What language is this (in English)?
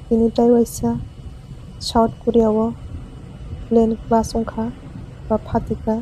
Kok Borok